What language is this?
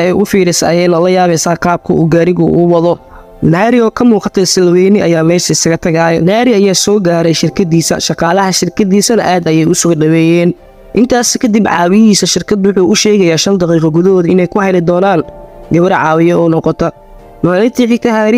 Somali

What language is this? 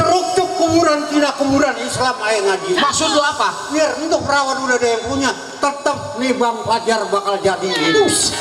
Betawi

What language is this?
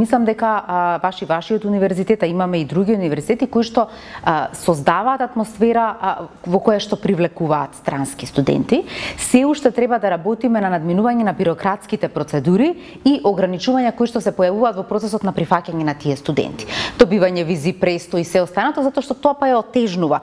Macedonian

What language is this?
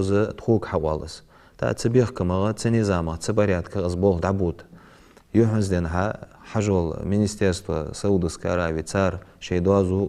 Ingush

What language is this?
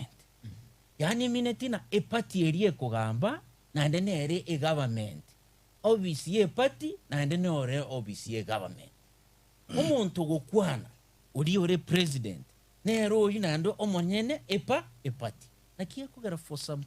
Gusii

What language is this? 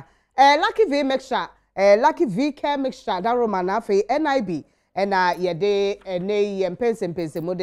Akan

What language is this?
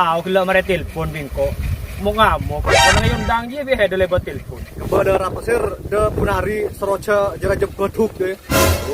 Madurese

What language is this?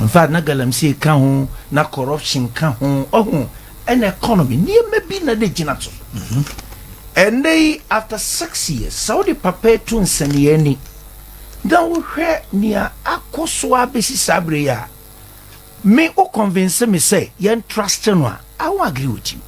Akan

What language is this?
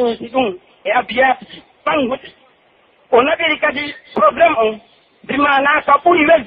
Pular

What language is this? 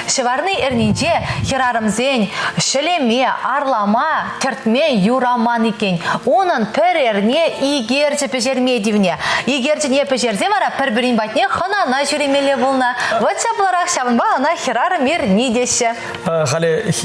Chuvash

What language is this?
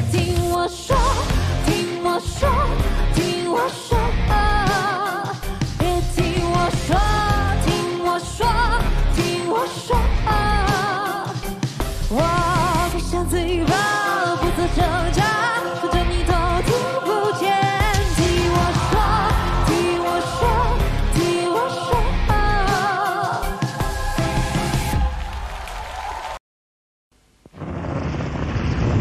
Chinese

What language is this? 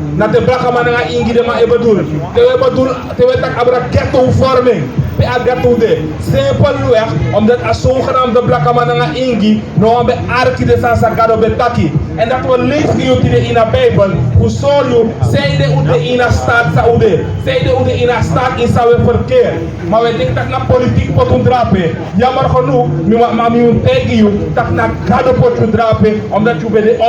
Sranan Tongo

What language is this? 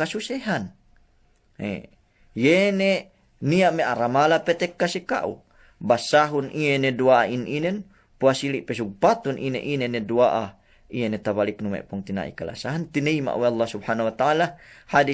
Yakan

